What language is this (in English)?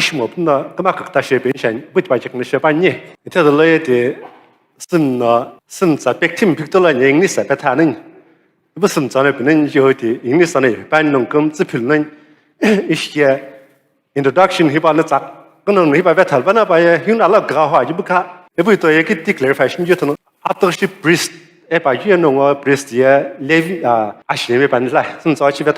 Sumi Naga